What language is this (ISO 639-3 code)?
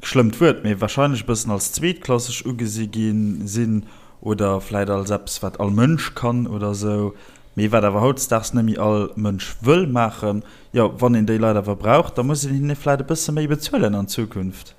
ltz